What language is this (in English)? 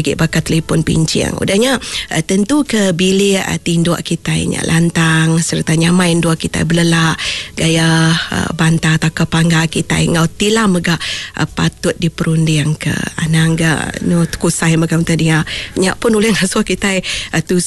Iban